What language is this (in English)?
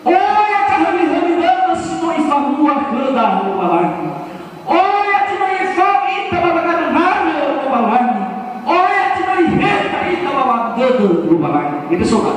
Nias